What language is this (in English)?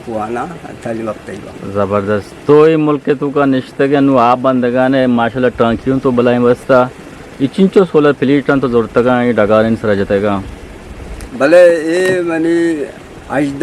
Eastern Balochi